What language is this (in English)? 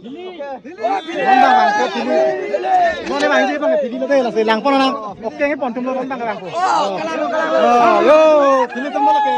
Karbi